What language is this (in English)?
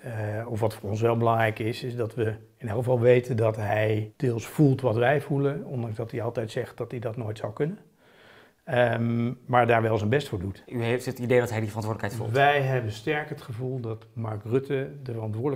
Dutch